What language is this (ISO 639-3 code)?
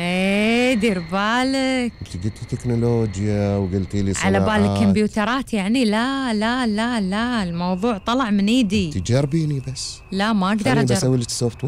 afb